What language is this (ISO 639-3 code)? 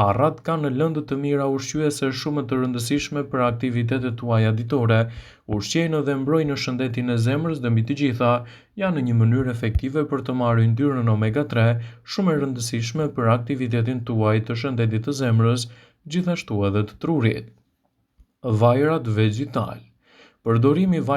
sqi